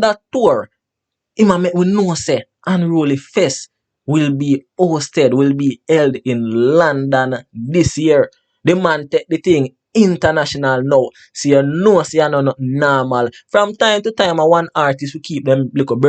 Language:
Jamaican Creole English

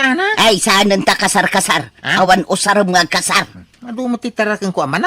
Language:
Iloko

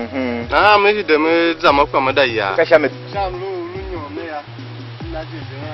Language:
Tiv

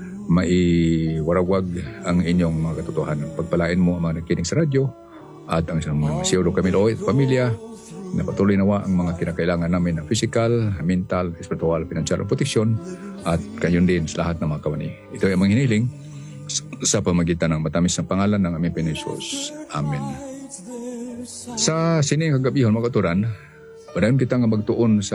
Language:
Filipino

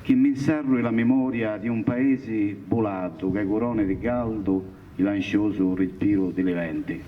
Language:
Sardinian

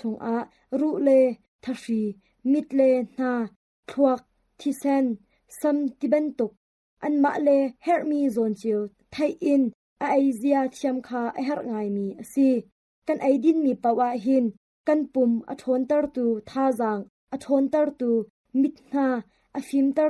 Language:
Hakha Chin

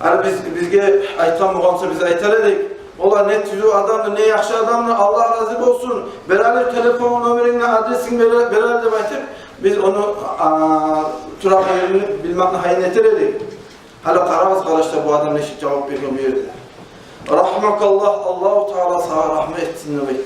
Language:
Kumyk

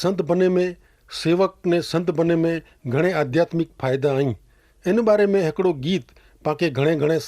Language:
Kachhi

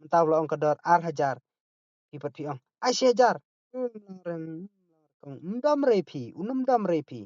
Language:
Khasi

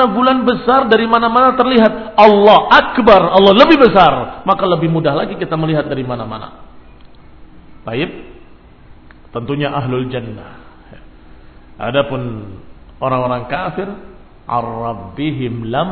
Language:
Indonesian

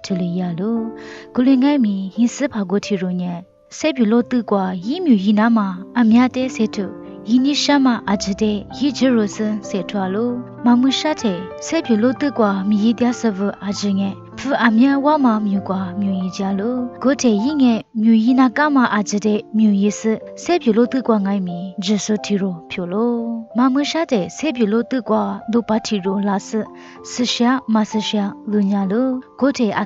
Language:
Lisu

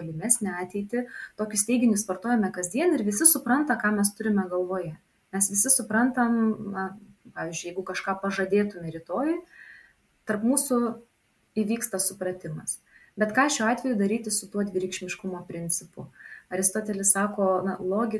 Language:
Lithuanian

